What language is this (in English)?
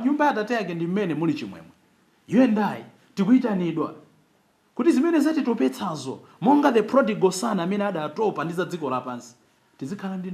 Nyanja